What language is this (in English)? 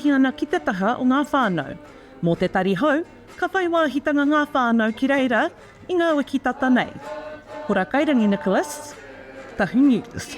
Māori